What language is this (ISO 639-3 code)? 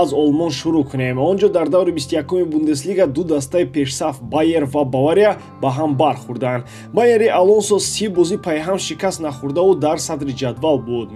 tgk